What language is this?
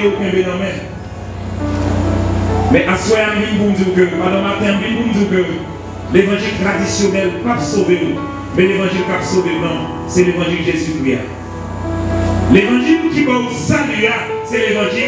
French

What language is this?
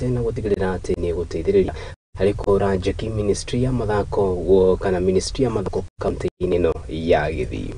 Kikuyu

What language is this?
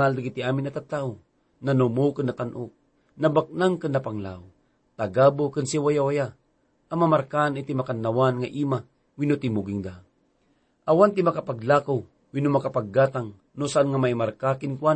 Iloko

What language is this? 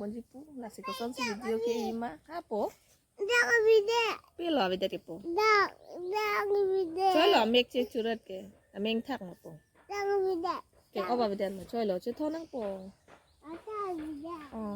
Karbi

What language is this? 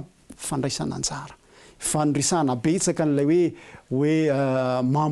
Malagasy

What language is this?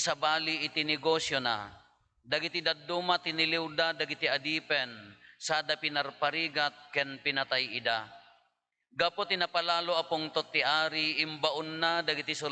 Iloko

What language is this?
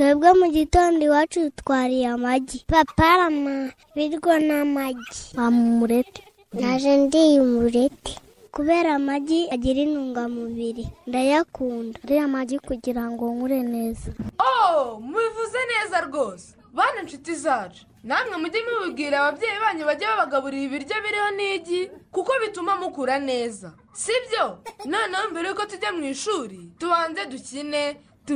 Kinyarwanda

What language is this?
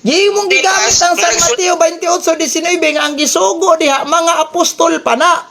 Cebuano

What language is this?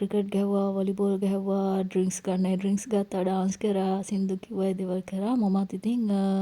Sinhala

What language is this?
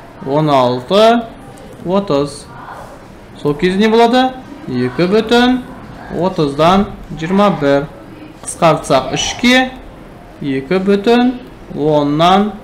Kazakh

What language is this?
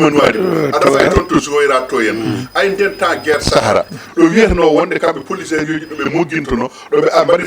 Fula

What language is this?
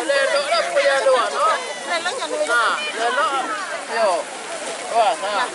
Minangkabau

